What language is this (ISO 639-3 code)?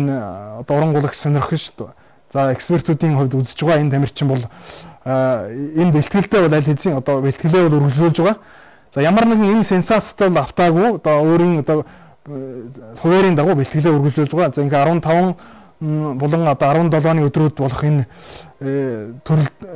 mon